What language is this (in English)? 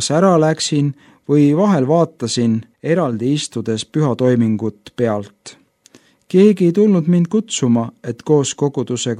Estonian